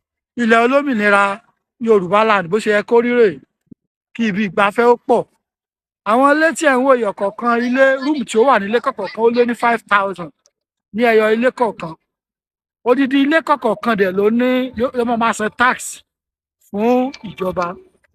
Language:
Yoruba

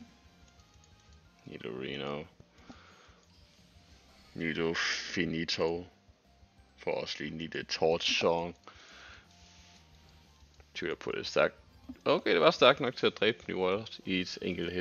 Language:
Danish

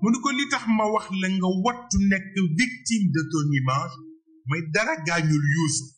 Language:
Wolof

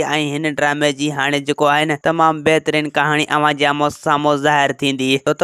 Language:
Sindhi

